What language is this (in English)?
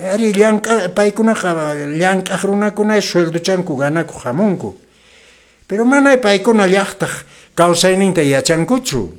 Quechua